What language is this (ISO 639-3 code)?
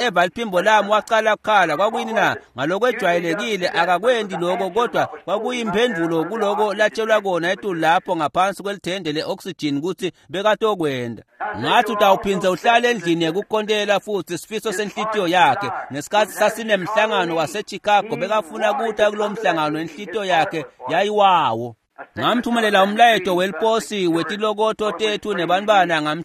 ssw